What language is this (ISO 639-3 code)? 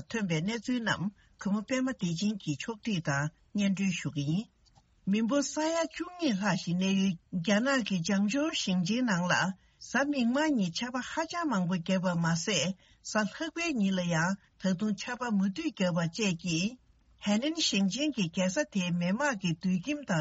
bod